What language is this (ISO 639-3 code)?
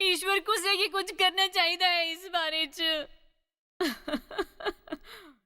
doi